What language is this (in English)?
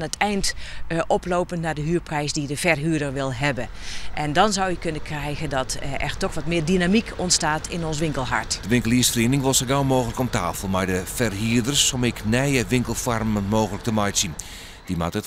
Western Frisian